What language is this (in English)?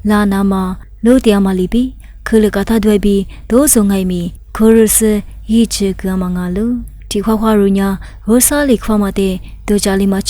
Lisu